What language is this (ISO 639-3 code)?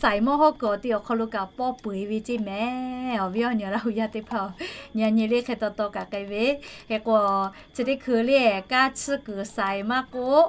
lhu